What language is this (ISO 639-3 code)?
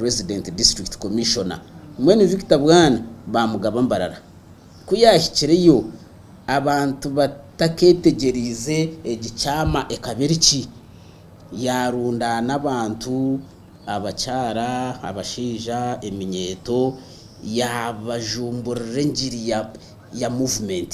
nyn